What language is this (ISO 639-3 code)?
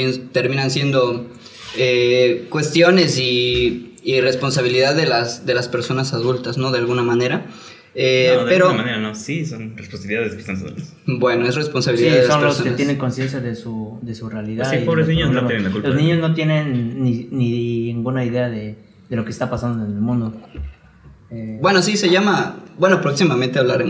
spa